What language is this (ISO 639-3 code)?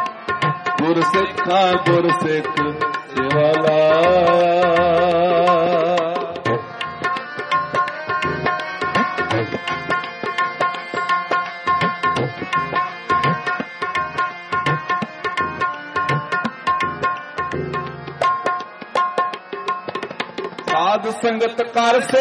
pan